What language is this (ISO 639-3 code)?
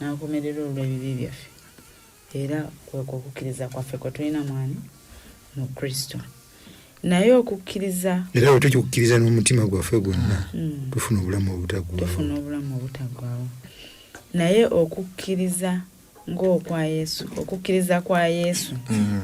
lug